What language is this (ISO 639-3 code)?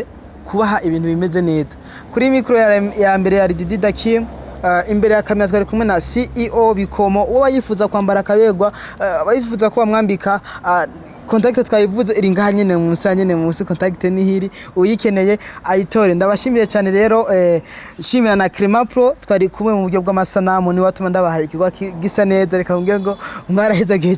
run